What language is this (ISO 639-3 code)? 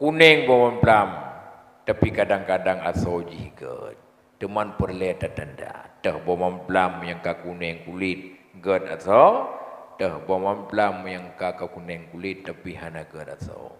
ace